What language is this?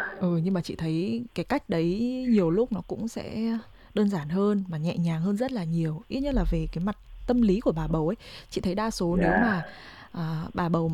Vietnamese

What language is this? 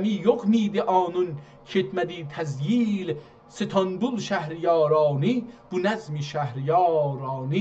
South Azerbaijani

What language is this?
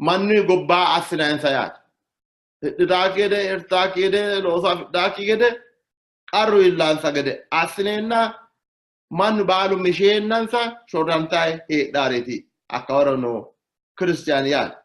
Sidamo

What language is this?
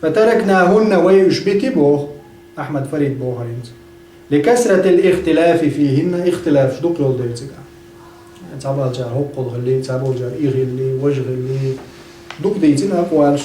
Chechen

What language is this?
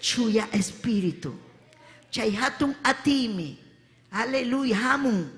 Ayacucho Quechua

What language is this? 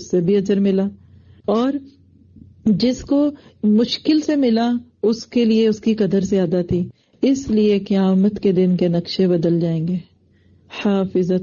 Urdu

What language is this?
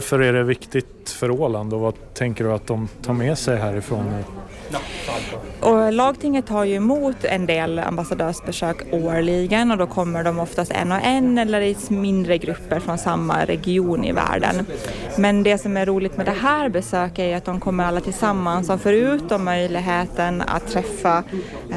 Swedish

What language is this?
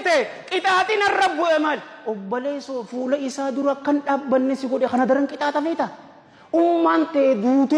Oromo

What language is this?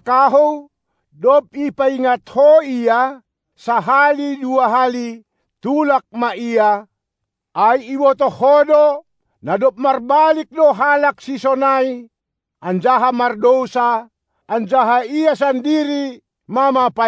Batak Simalungun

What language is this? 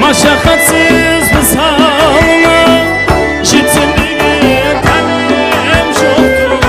Kara-Kalpak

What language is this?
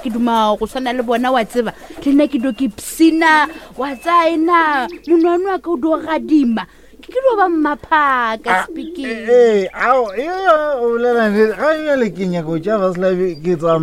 Northern Sotho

